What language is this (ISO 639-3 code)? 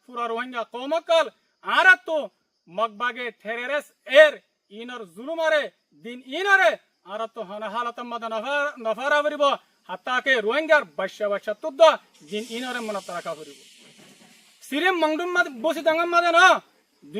rhg